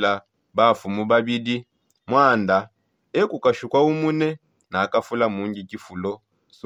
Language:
Songe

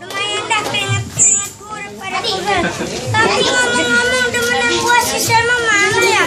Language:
Betawi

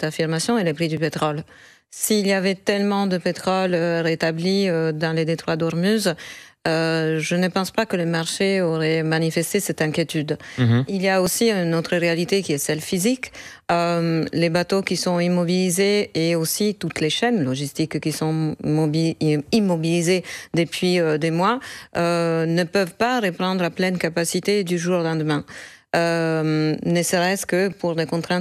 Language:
French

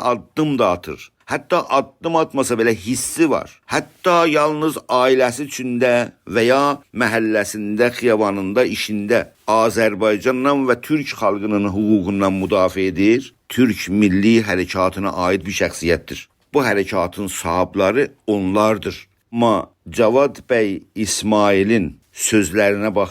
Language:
South Azerbaijani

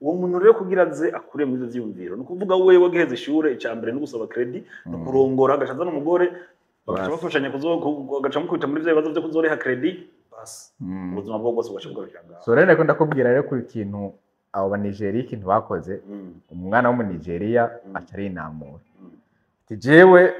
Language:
Rundi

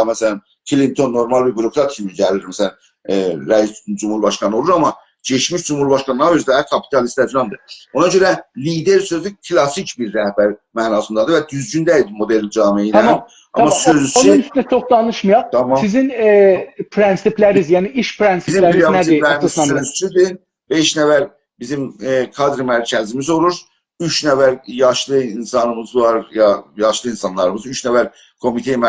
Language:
South Azerbaijani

